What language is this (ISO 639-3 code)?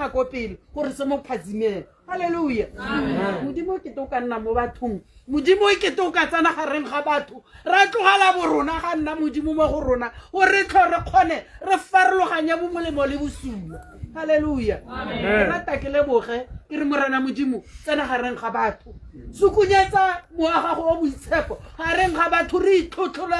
tsn